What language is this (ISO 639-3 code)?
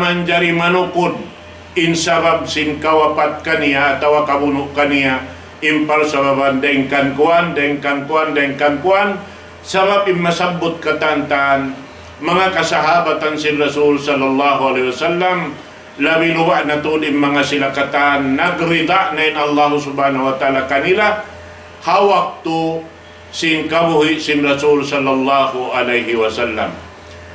tsg